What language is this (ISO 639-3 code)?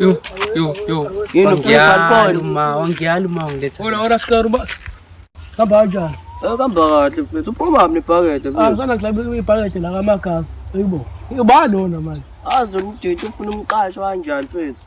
zul